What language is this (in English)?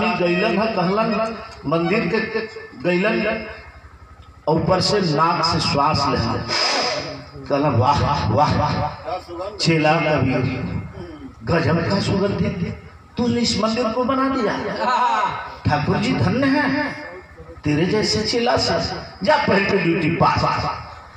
Bhojpuri